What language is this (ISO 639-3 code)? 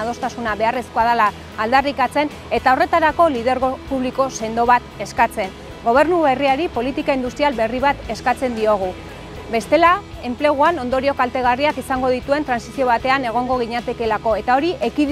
eus